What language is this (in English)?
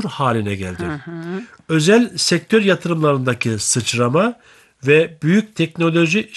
Turkish